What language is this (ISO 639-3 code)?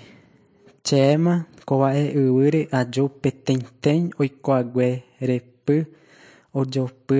grn